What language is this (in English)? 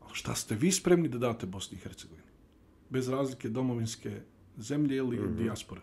Bosnian